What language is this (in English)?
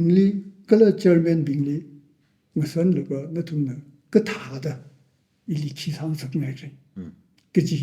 Tangkhul Naga (India)